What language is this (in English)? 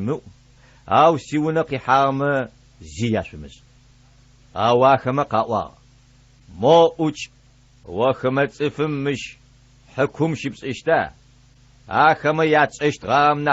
Adyghe